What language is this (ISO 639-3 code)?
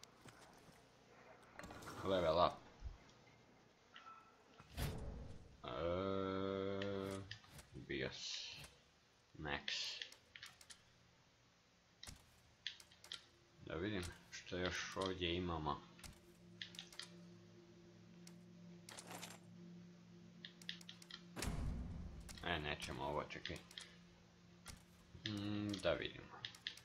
hrv